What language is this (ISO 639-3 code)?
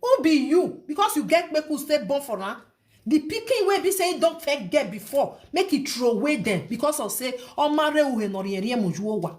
pcm